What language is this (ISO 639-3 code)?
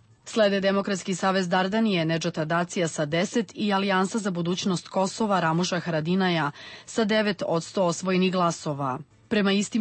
srp